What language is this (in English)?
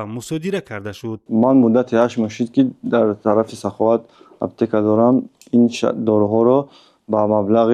Tajik